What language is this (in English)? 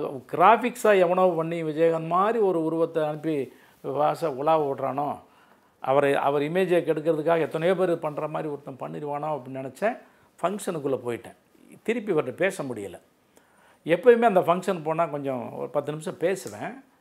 Tamil